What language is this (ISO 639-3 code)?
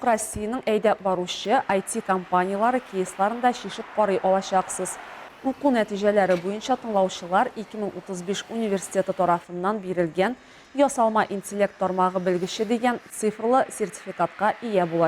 tat